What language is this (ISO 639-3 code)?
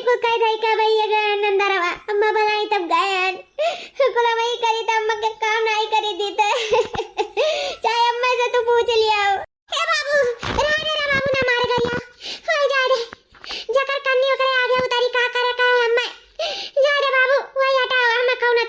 awa